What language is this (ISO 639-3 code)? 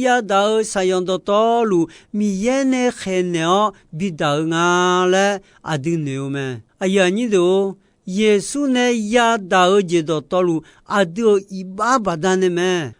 ahk